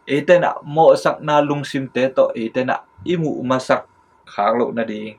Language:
Tedim Chin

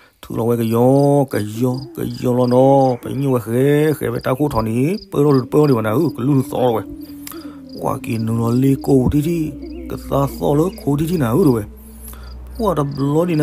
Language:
S'gaw Karen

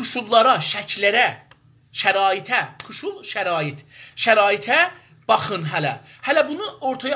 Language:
South Azerbaijani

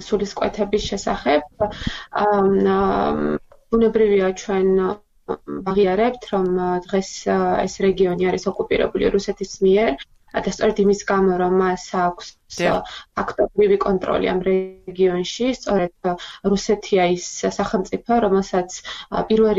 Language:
Georgian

